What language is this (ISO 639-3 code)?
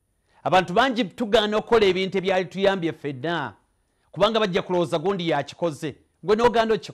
lug